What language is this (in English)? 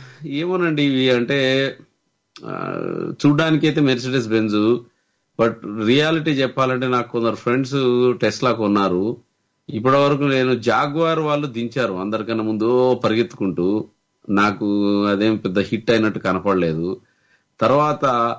Telugu